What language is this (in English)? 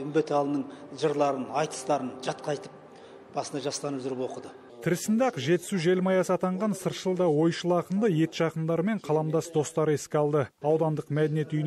Kazakh